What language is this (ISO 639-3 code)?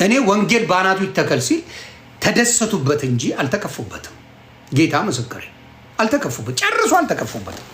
amh